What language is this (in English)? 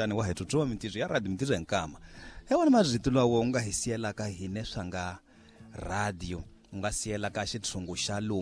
Tsonga